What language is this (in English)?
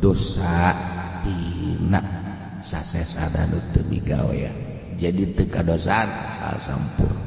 Sundanese